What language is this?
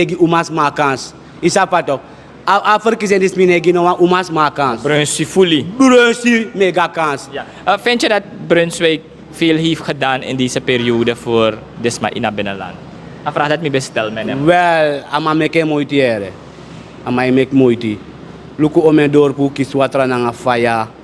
Sranan Tongo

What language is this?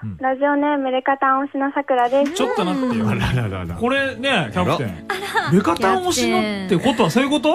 Japanese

